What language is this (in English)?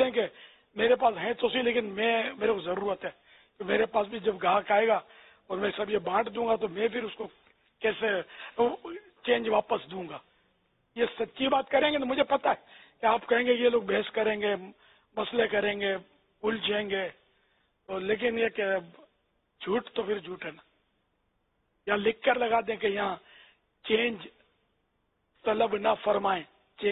Urdu